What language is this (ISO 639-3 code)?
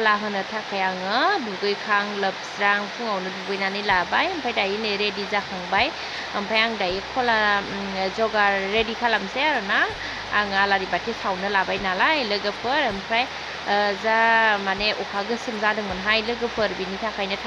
brx